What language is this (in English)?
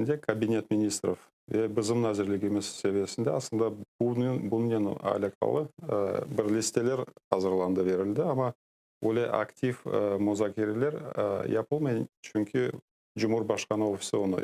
Crimean Tatar